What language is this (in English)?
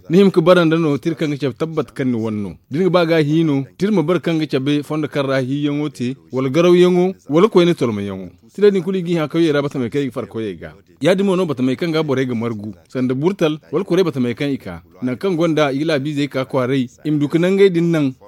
Zarma